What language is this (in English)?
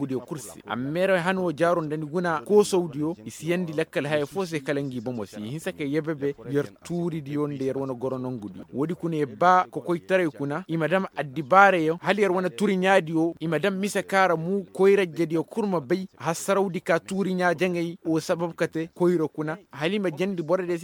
Koyraboro Senni